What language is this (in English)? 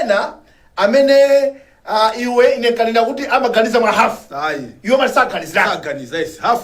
Nyanja